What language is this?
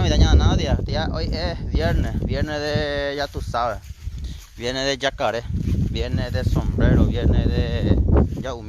Guarani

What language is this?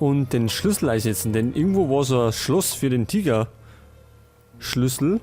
Bavarian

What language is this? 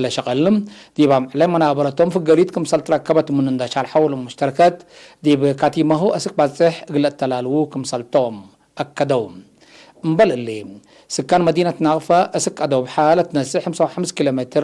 Tigre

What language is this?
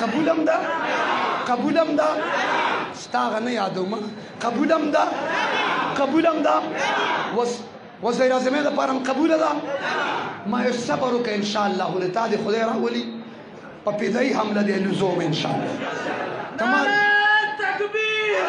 Pashto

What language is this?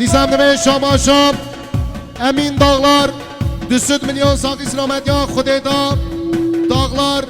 Kurdish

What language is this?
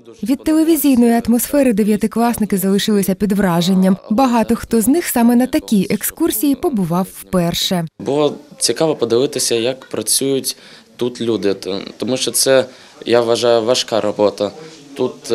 Ukrainian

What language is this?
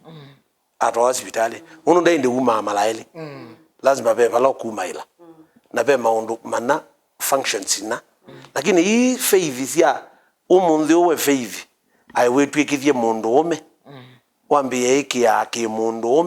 Kamba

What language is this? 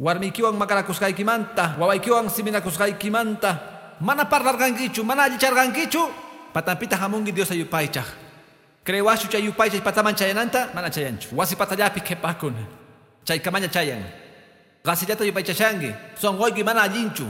Quechua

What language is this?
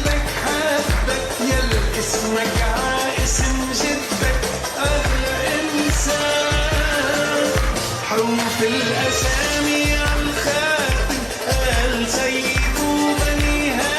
North Levantine Arabic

